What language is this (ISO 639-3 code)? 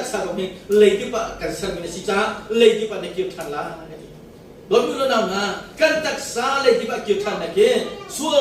cnh